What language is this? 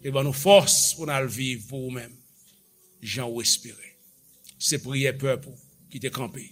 Haitian Creole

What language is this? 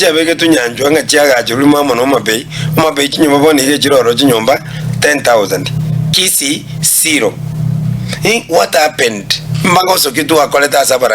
Gusii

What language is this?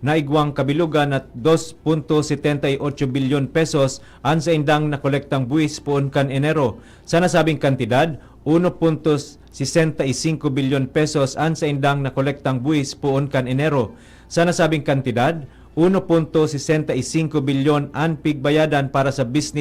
Bikol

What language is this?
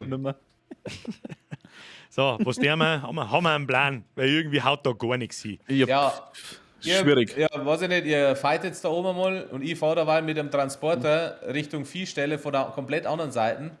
Bavarian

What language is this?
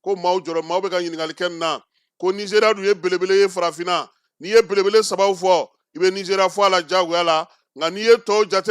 Bambara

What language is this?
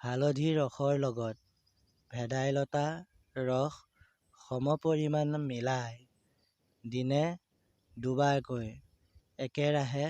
Assamese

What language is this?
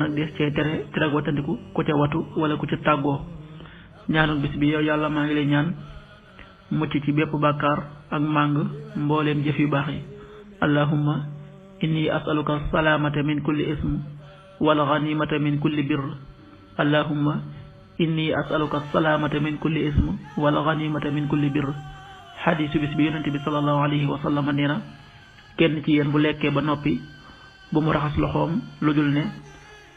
Wolof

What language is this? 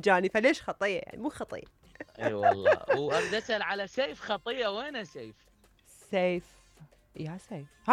Mesopotamian Arabic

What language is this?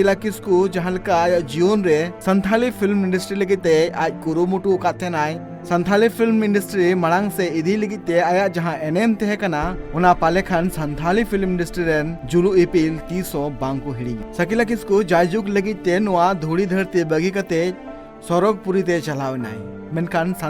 Santali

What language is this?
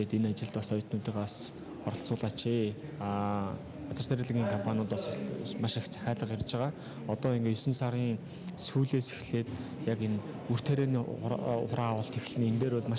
Mongolian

